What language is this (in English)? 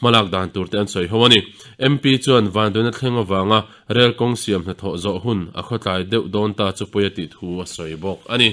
Mizo